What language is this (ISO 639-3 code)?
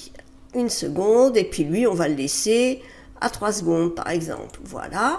fra